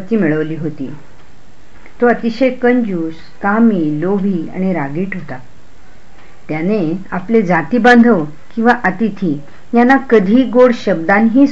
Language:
Marathi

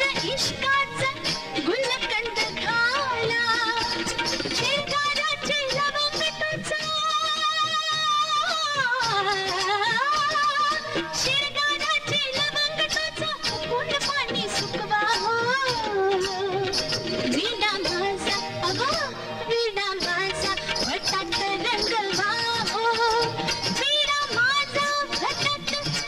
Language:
Marathi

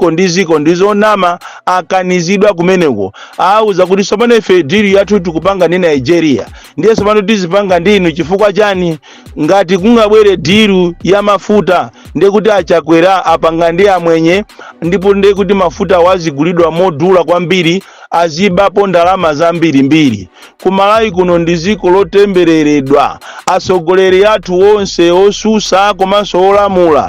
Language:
Nyanja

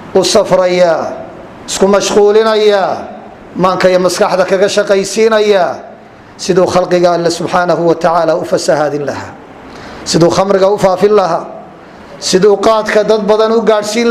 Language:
Somali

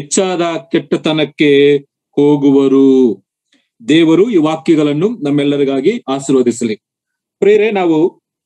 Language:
Kannada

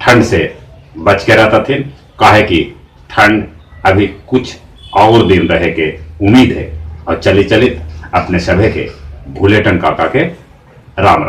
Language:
Magahi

